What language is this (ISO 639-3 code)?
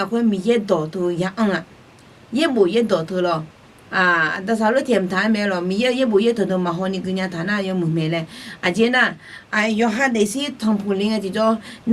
ahk